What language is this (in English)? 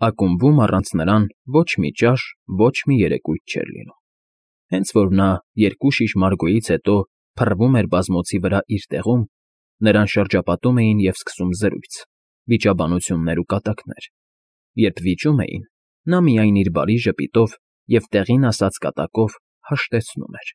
Armenian